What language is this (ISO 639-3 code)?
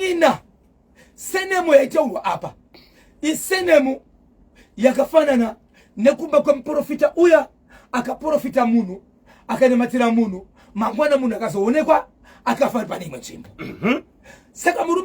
sna